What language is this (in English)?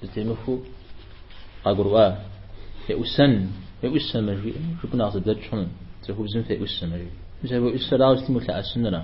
Kabardian